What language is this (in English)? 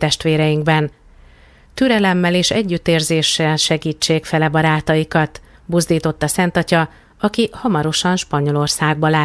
Hungarian